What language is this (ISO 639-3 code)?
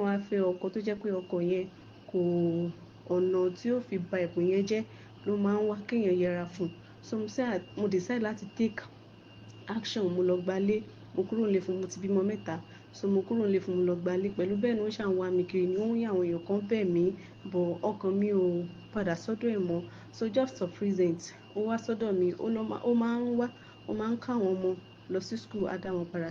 yor